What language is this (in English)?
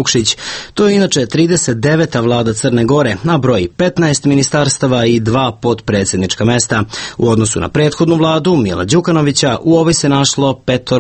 Serbian